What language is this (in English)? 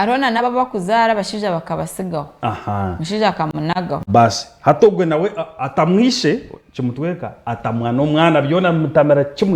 Nyankole